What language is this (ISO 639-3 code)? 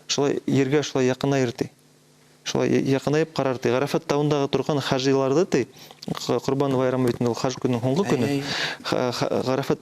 bak